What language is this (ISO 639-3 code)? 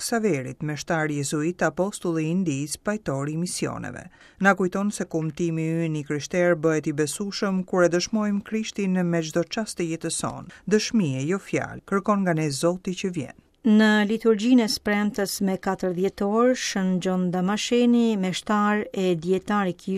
sqi